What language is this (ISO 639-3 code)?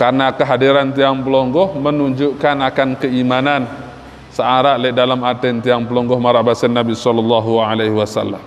sas